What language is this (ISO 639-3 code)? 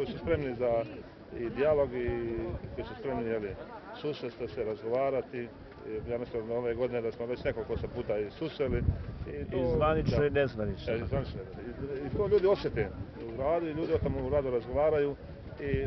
bos